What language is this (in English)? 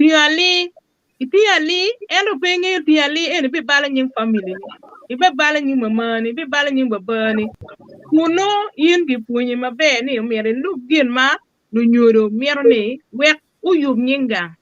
Acoli